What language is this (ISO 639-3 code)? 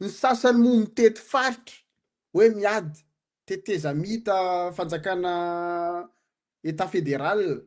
mlg